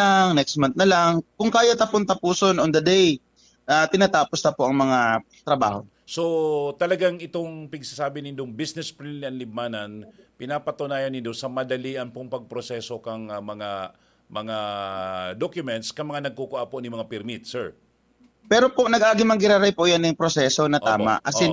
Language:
Bikol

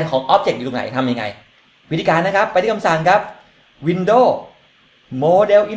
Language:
Thai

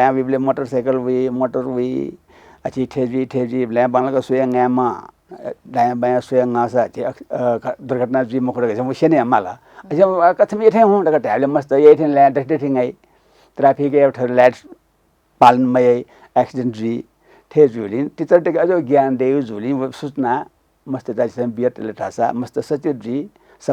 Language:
Newari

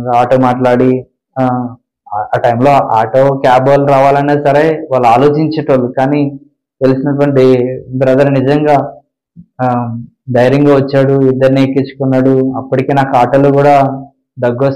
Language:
Telugu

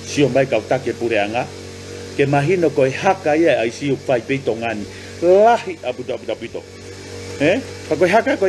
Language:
Tongan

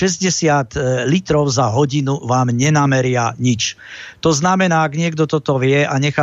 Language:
Slovak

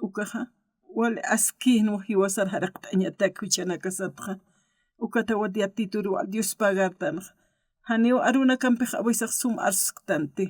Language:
Aymara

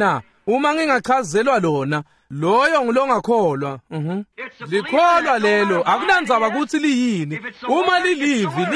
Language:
Swati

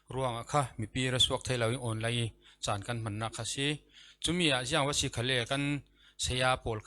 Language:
Falam Chin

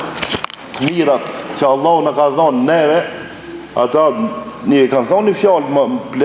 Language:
Albanian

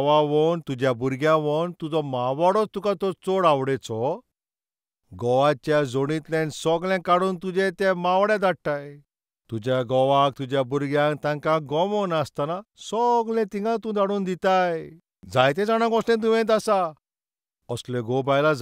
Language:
Konkani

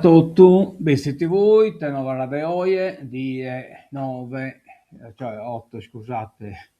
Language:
Sardinian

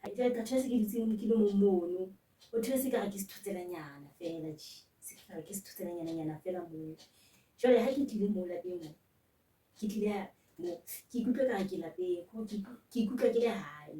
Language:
Southern Sotho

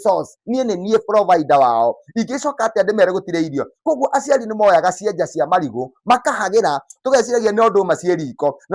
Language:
Kikuyu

